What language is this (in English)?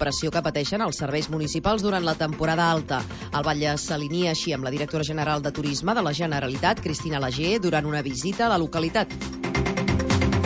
Catalan